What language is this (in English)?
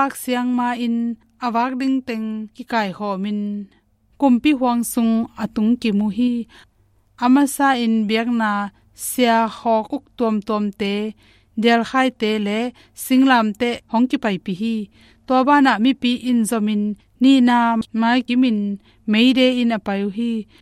Tedim Chin